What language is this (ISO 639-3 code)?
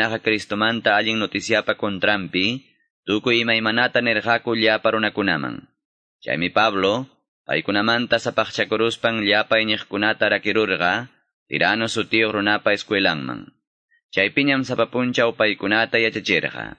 que